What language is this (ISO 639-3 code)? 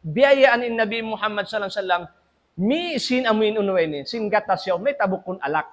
tsg